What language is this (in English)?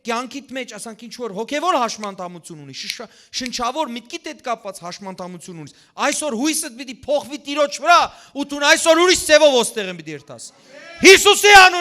Western Armenian